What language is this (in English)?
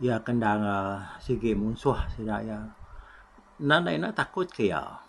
Iban